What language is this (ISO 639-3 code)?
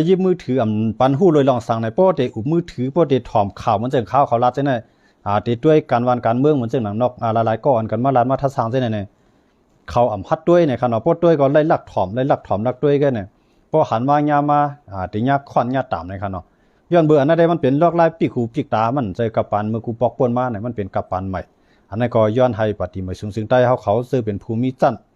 shn